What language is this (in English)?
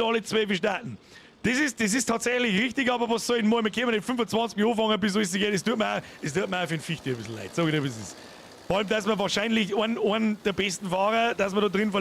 Bavarian